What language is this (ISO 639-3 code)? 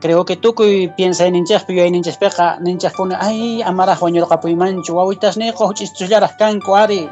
que